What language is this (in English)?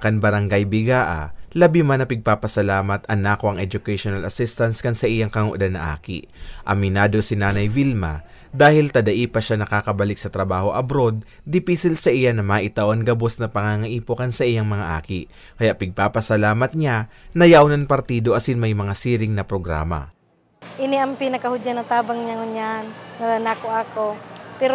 Bikol